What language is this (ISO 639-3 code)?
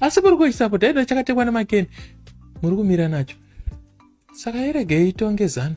sna